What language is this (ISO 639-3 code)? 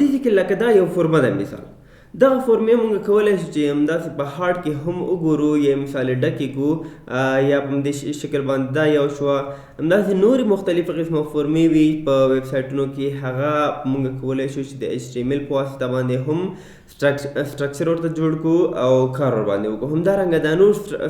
pus